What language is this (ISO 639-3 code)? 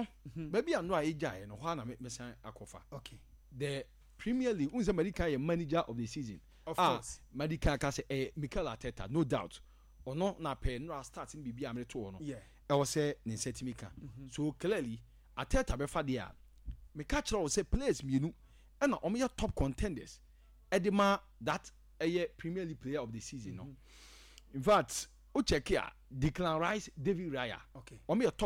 aka